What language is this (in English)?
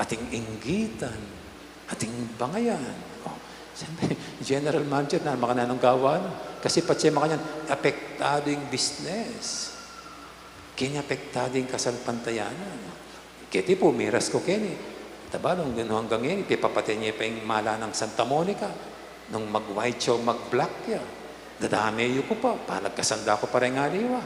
Pampanga